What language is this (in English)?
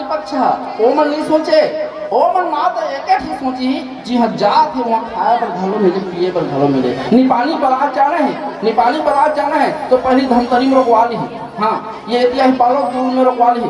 Chhattisgarhi